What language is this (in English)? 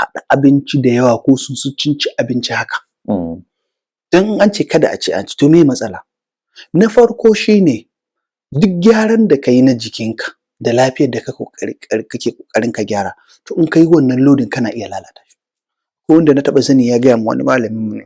Hausa